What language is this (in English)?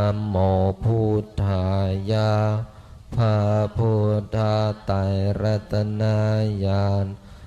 Pali